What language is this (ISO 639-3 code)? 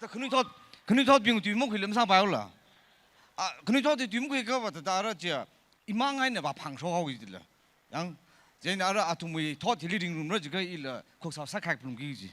nmf